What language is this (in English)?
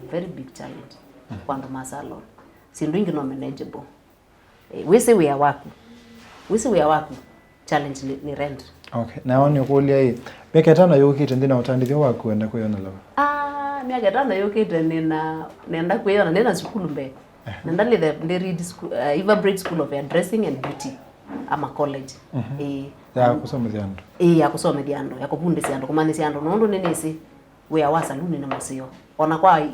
Kamba